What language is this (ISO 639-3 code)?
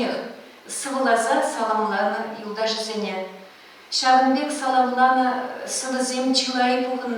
chv